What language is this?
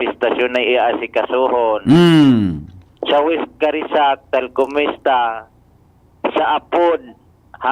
Bikol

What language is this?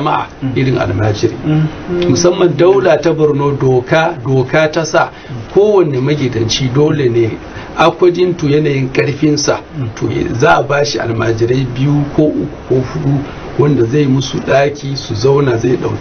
Hausa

